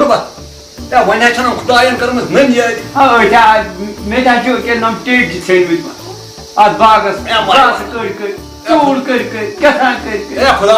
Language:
Kashmiri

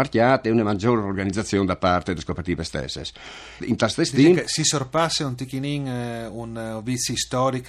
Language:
Friulian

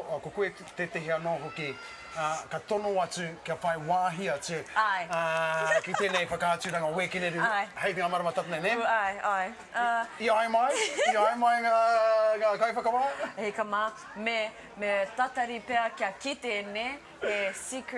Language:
Māori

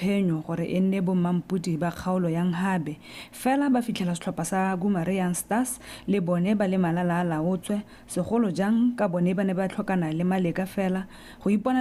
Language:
Tswana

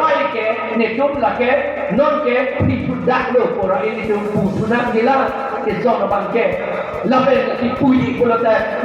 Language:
Karbi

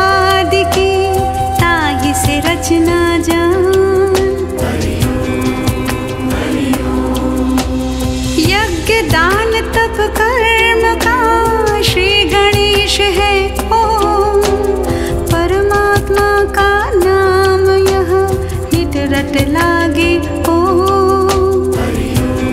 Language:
Hindi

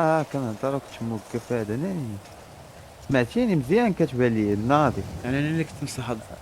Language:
Moroccan Arabic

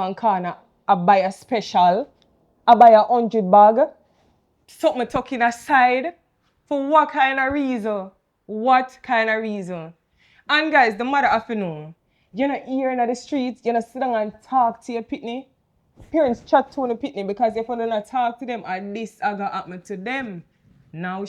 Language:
Jamaican Creole English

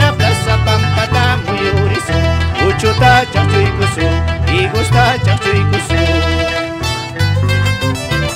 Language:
Spanish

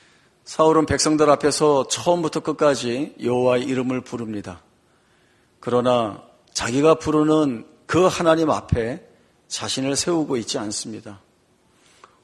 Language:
Korean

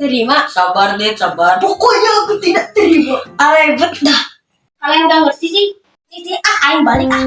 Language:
Sundanese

